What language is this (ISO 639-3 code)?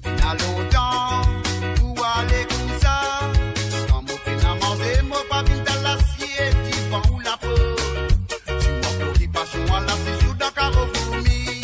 mfe